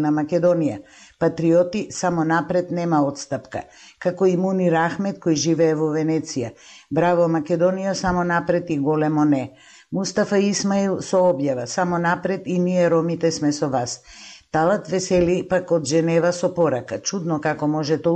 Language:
Macedonian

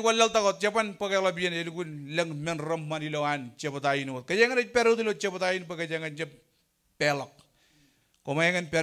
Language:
Marshallese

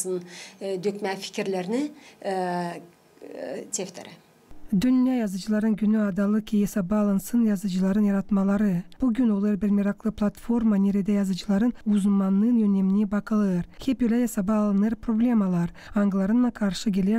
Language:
Gagauz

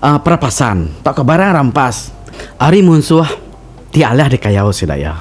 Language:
Iban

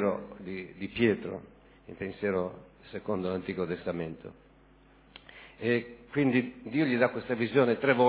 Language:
Italian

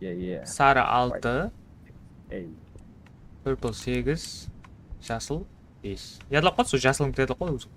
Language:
Kara-Kalpak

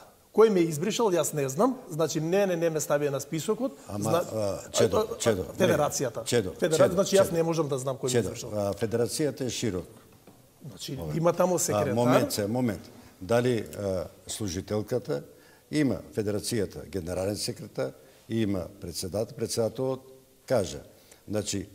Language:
Macedonian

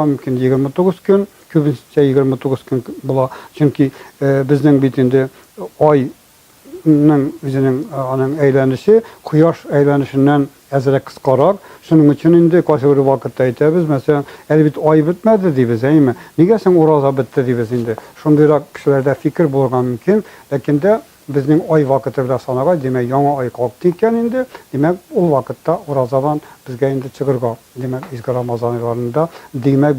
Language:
Tatar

